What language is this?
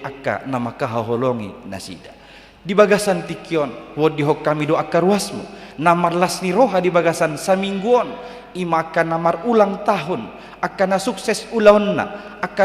Batak Toba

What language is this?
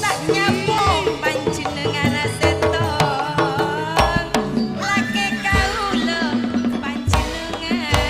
Madurese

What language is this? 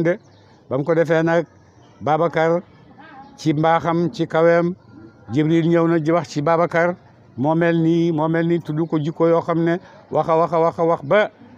Wolof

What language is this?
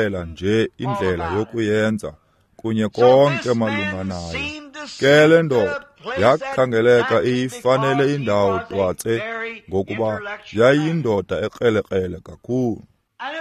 Xhosa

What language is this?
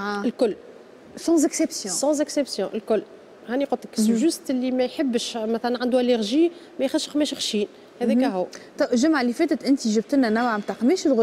Tunisian Arabic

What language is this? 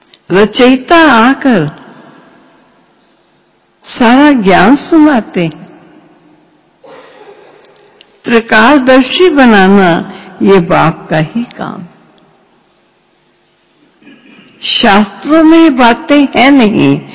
Hindi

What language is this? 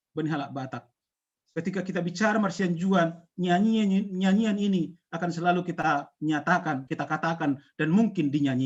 Batak Simalungun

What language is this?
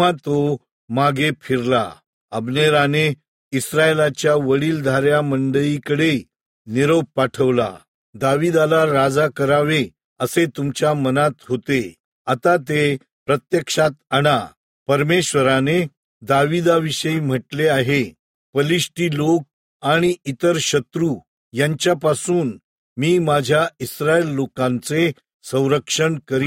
Marathi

